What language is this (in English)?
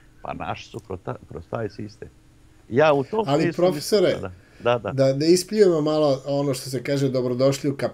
Bosnian